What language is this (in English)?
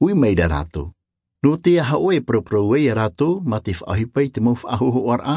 Tahitian